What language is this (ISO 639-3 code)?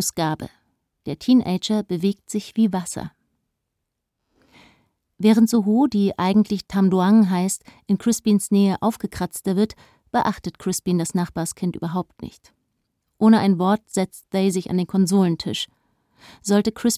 deu